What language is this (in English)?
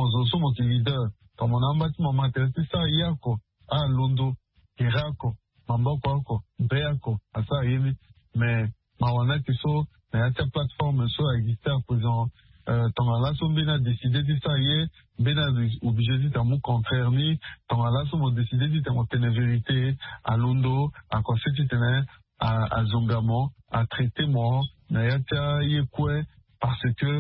Sango